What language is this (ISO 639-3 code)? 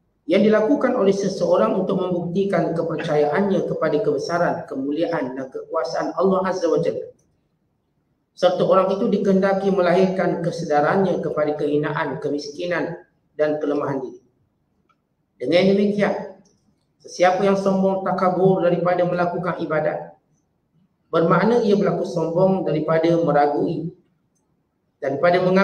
msa